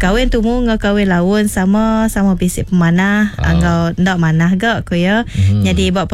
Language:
Iban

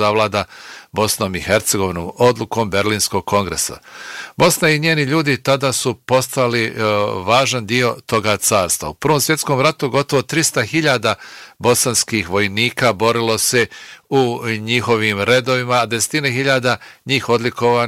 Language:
Bosnian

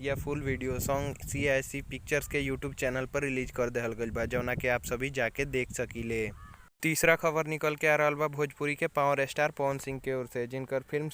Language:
Bhojpuri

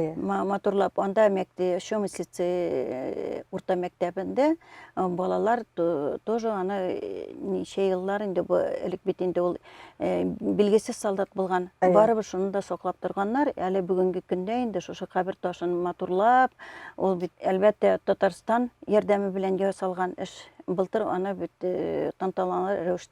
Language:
Tatar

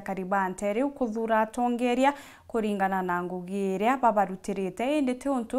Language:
Meru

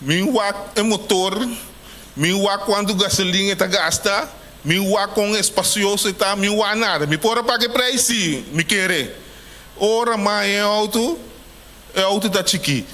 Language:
Papiamento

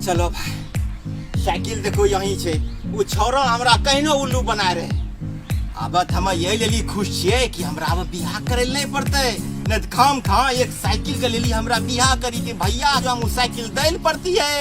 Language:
Angika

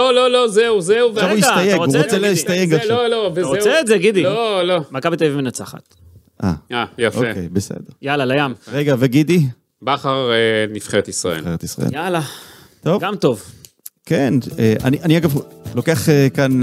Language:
Hebrew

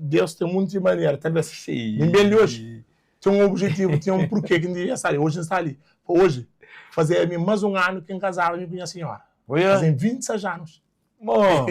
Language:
Kabuverdianu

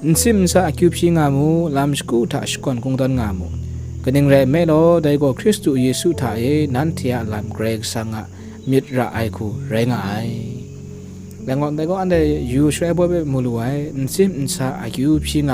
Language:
Kachin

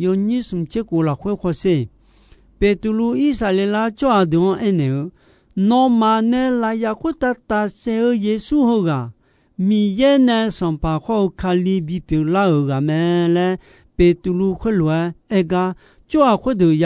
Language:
Akha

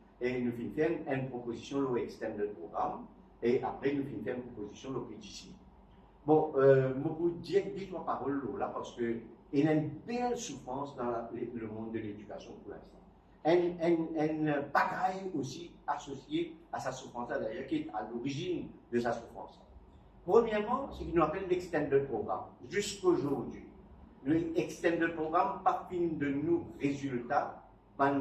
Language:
Morisyen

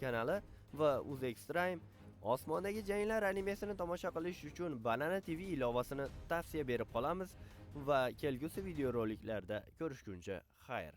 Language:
Uzbek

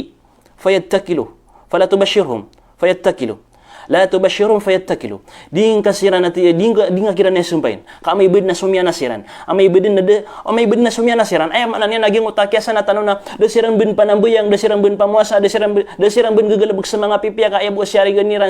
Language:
Maranao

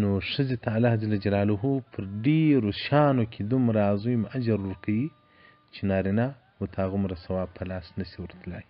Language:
Pashto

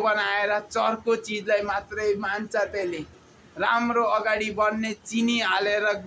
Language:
Nepali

